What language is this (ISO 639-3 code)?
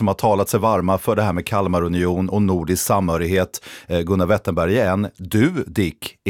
swe